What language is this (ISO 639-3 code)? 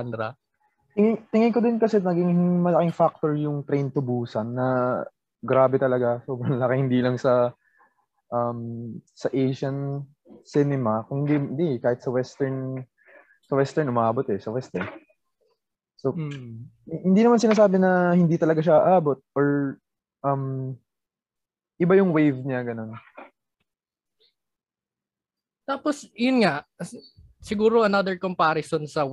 fil